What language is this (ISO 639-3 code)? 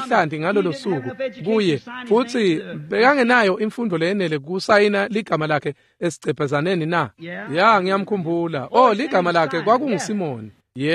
ssw